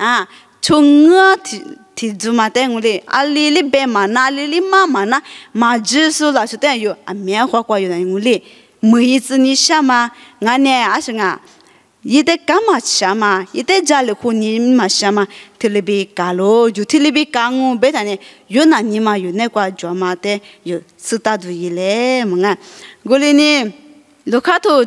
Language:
Lisu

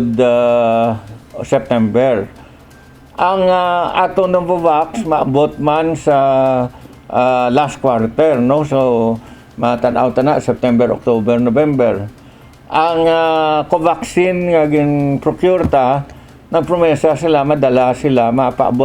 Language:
Hiligaynon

